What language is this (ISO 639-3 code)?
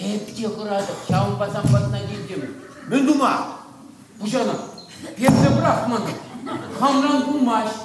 chv